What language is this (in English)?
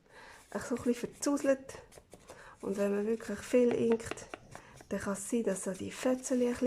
Swiss German